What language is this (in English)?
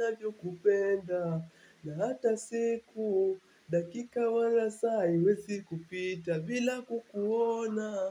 Swahili